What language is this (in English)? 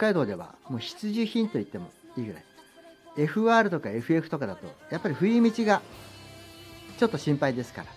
Japanese